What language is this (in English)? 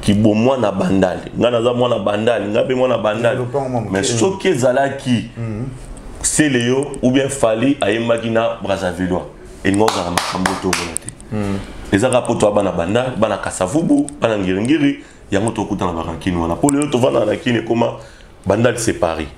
Lingala